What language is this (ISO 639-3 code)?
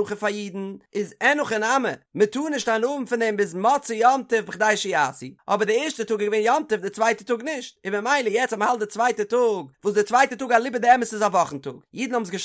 yid